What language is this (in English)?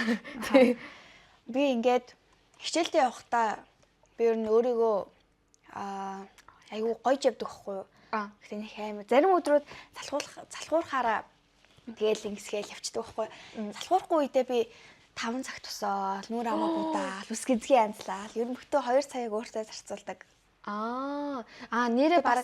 Mongolian